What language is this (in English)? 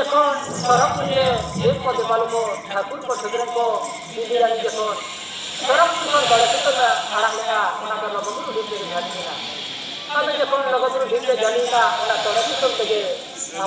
Santali